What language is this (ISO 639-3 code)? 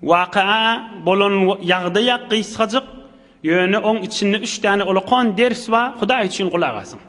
tuk